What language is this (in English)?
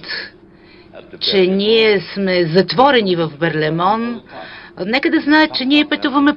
Bulgarian